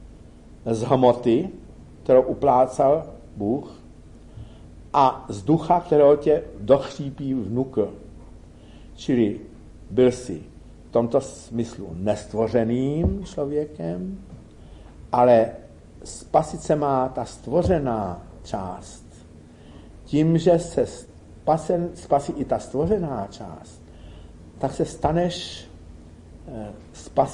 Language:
Czech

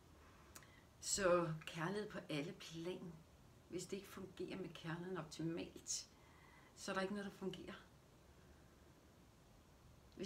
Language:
Danish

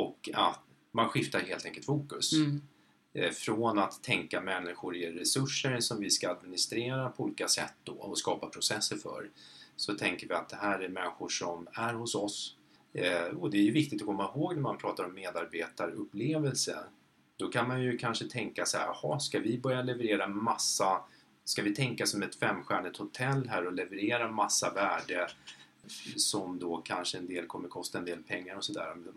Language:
Swedish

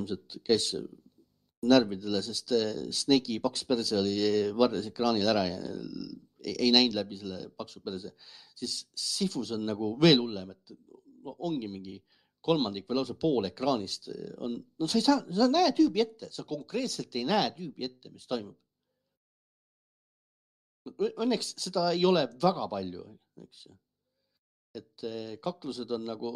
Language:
Estonian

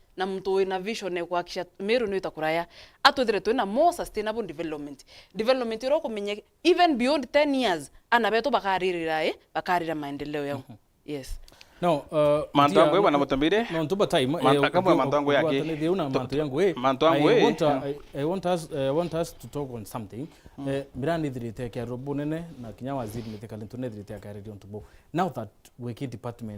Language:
Meru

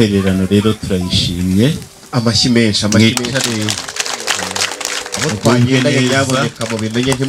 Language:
Kinyarwanda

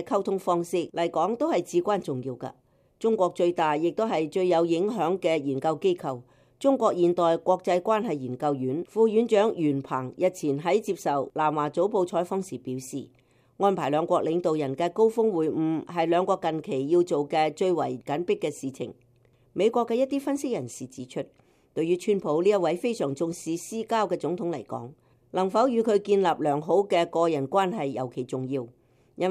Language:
Cantonese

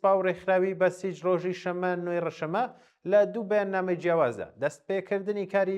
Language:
Central Kurdish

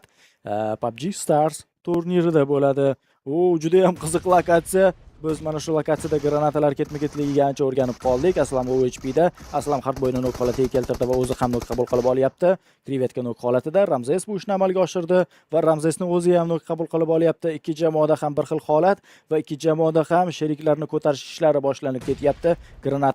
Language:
Uzbek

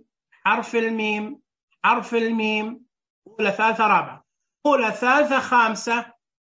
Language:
Najdi Arabic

